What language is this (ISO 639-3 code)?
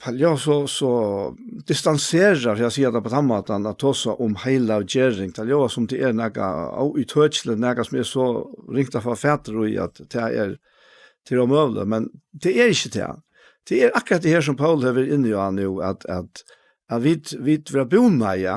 fao